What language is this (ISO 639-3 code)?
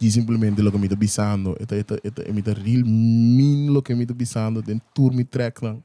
pap